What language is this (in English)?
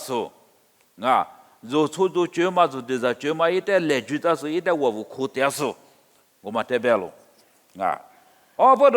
Lisu